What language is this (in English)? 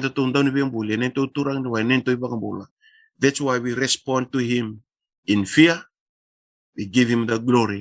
Fijian